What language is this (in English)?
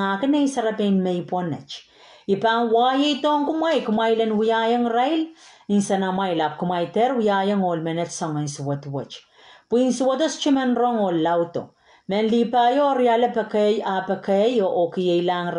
Pohnpeian